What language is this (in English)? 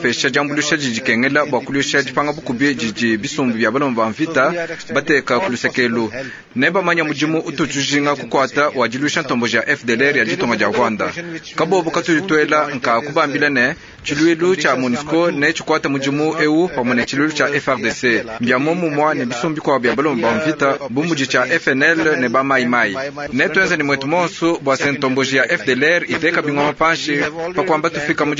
Luba-Lulua